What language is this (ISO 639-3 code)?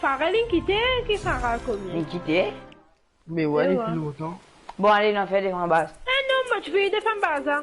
mfe